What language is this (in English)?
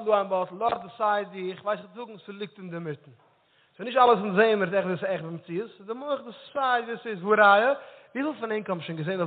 Yiddish